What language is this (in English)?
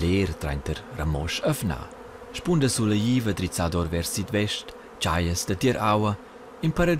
Romansh